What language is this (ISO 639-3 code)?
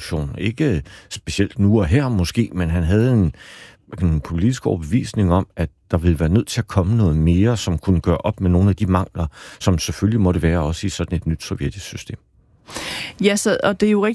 dan